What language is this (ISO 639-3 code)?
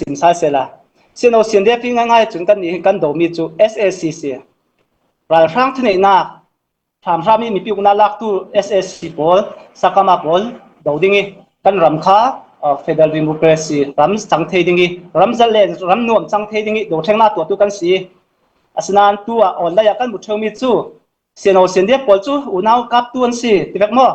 cfm